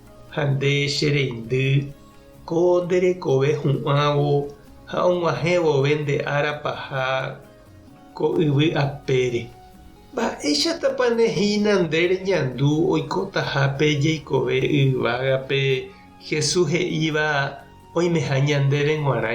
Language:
Guarani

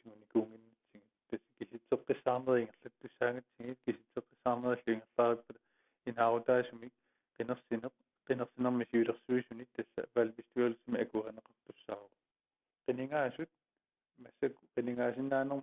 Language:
Kalaallisut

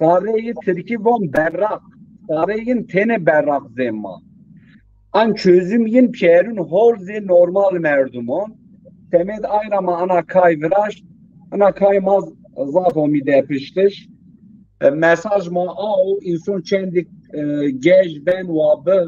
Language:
Zaza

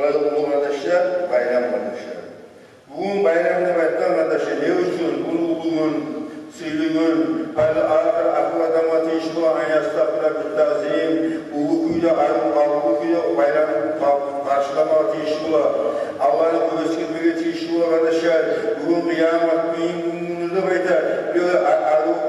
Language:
Kumyk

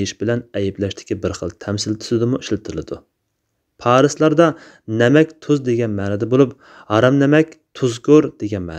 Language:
Uyghur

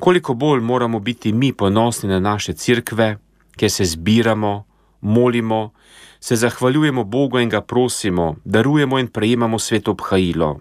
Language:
Slovenian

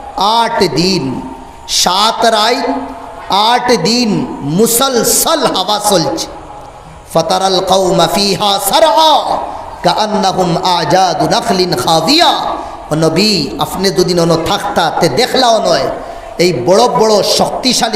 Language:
Sylheti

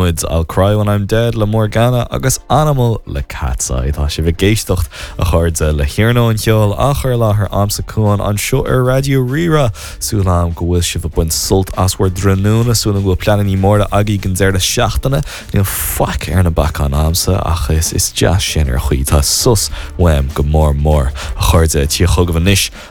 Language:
Irish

